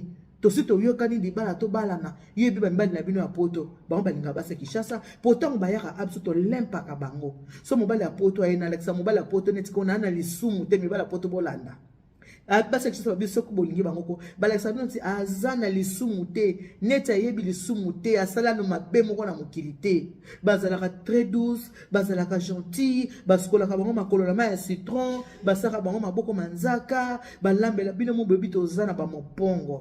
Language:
Lingala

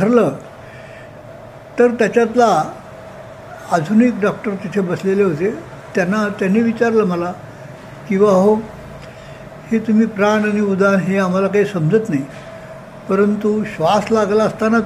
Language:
Marathi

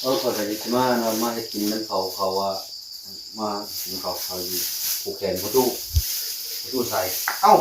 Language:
Northeastern Thai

